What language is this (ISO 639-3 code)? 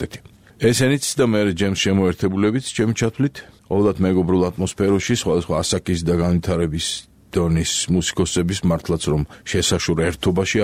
kat